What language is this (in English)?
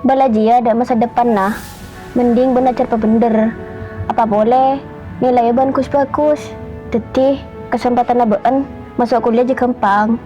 Madurese